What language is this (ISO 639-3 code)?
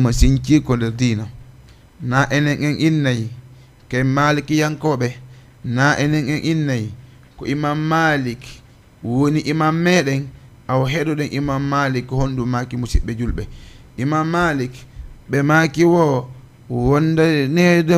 ful